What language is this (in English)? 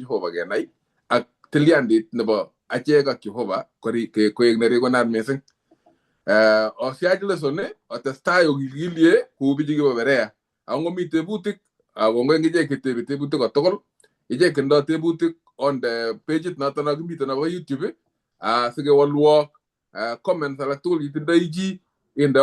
Kalenjin